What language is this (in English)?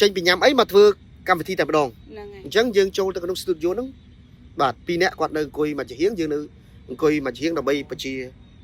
Khmer